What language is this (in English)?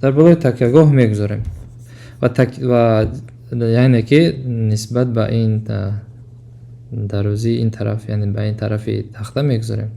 Tajik